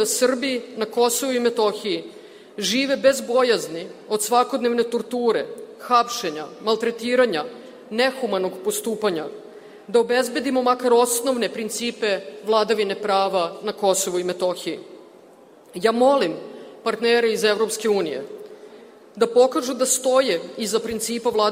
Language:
Serbian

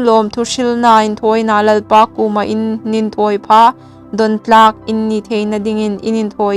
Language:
Hmar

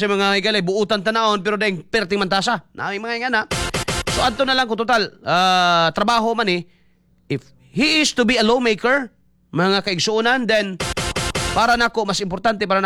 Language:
Cebuano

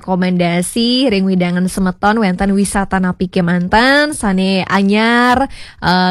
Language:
Balinese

